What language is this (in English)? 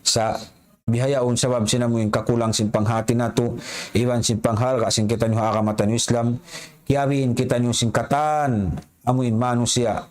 Tausug